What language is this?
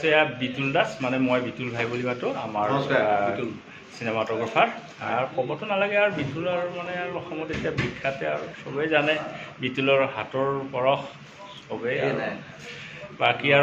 Assamese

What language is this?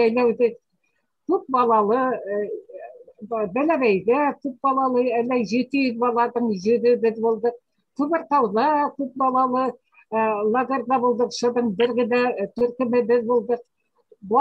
Bashkir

